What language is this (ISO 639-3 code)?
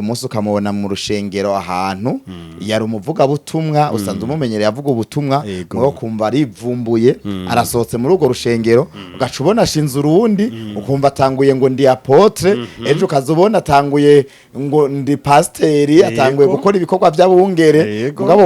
run